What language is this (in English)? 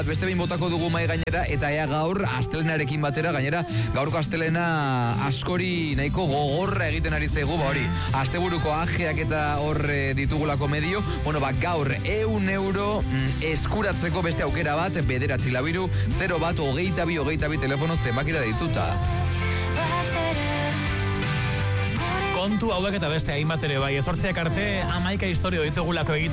Basque